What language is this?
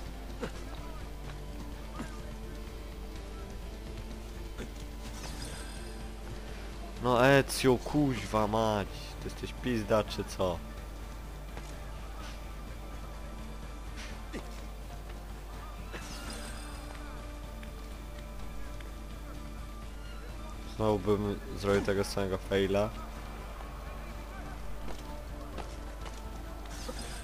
Polish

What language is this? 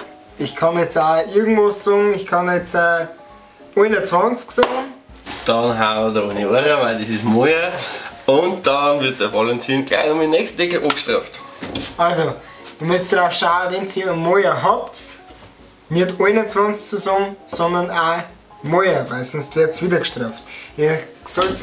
Bavarian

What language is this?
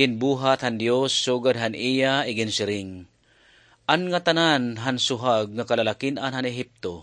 Waray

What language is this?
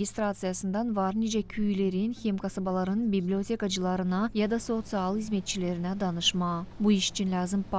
Gagauz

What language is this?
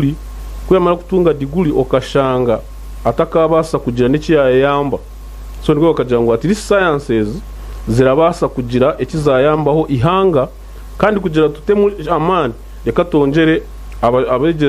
Nyankole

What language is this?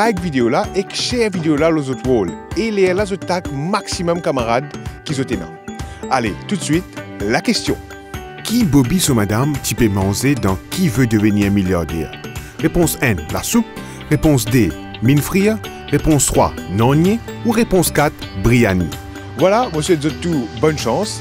Morisyen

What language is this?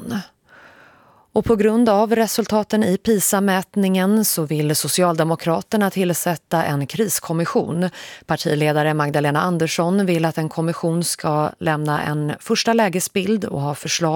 Swedish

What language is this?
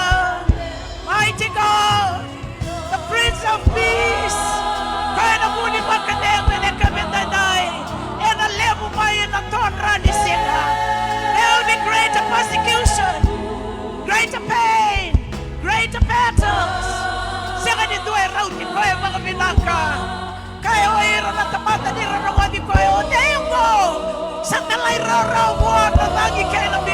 Fijian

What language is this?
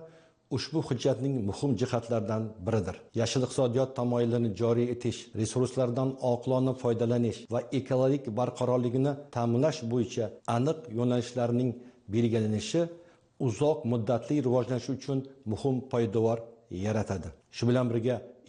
Uzbek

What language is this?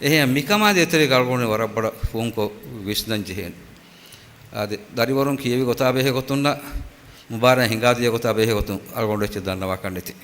Divehi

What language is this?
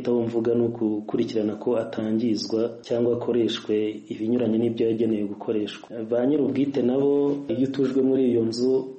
Kinyarwanda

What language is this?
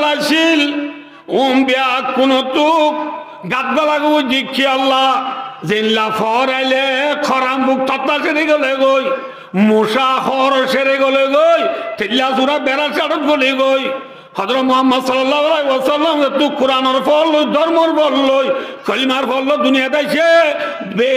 Rohingya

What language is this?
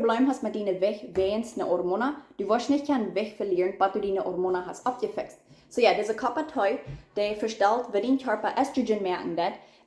Plautdietsch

